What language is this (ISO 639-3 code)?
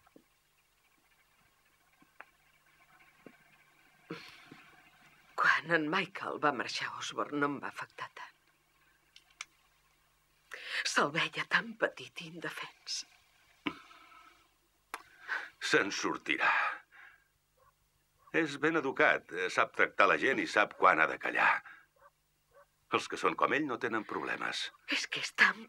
cat